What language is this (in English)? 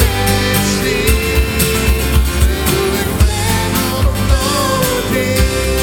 Bulgarian